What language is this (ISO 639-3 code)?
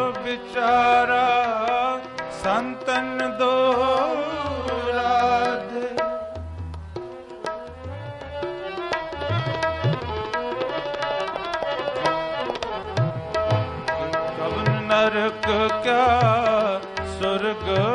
pan